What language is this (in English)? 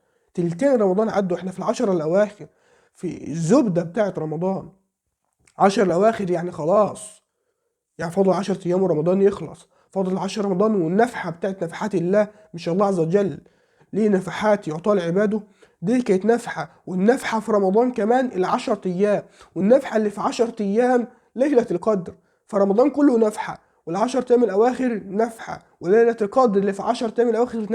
Egyptian Arabic